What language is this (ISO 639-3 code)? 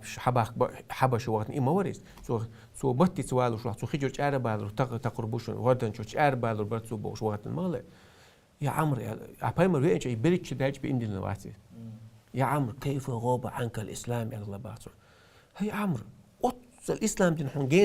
che